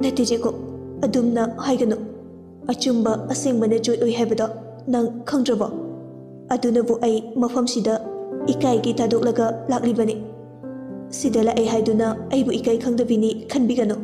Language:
Manipuri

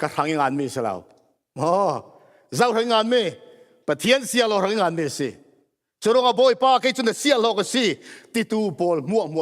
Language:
Falam Chin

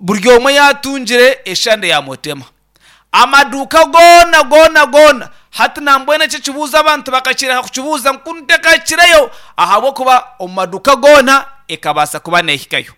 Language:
Nyankole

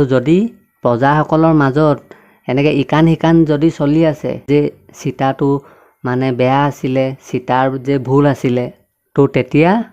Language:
Assamese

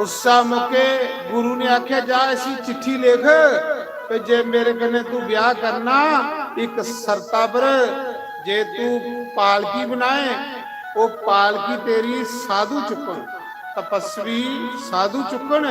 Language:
Dogri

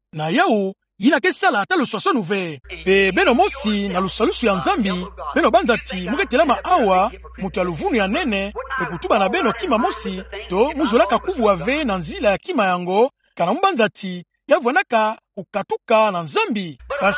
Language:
Kituba (Democratic Republic of Congo)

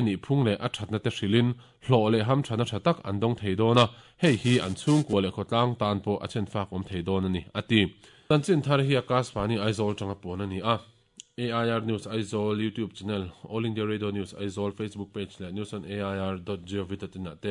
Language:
Mizo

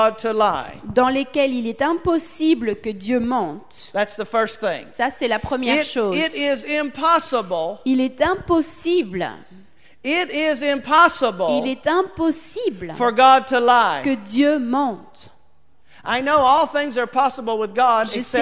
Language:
French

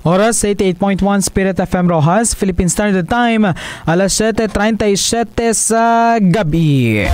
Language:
Hiligaynon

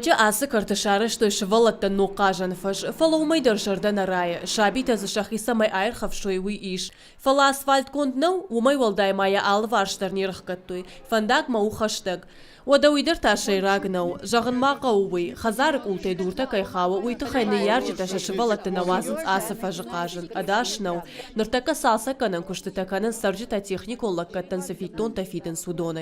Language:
Ossetic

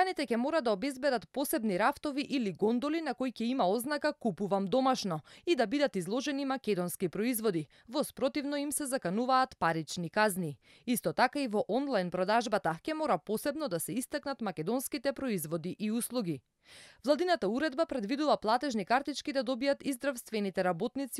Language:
Macedonian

